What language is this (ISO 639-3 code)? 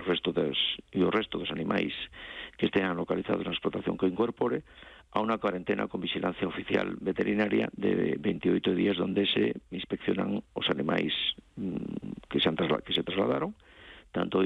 glg